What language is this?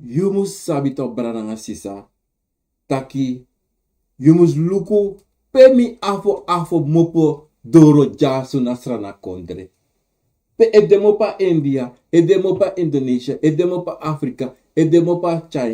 Sranan Tongo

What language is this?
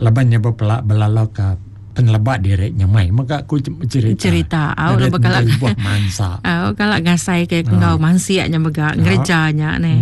Iban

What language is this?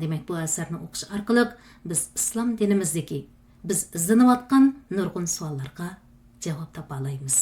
Uyghur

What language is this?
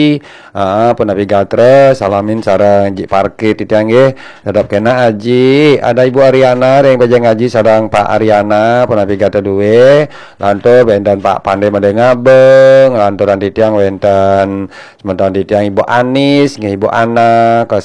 Balinese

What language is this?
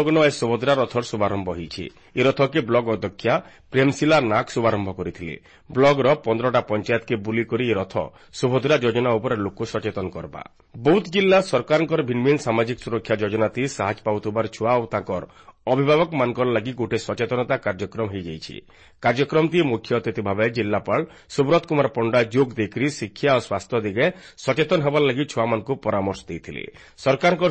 Odia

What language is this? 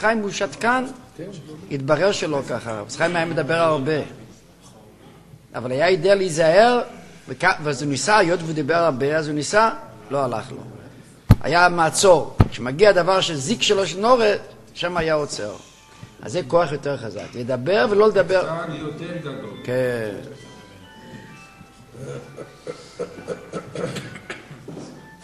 Hebrew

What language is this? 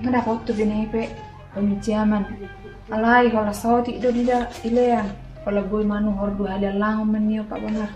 Batak Toba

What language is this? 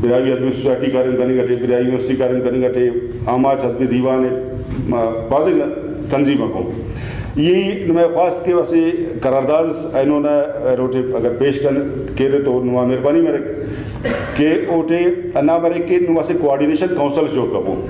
Brahui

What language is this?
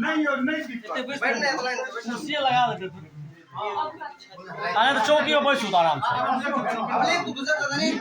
Maithili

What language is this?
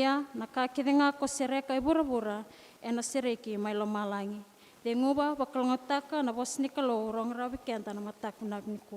Fijian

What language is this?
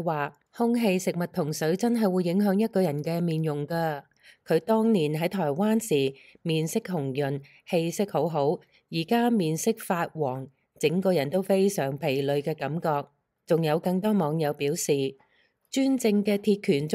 Cantonese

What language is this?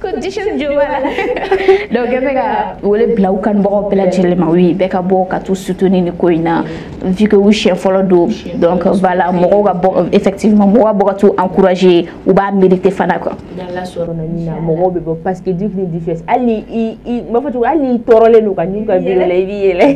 Bambara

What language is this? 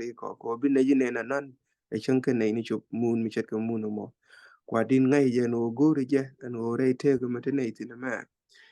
Nuer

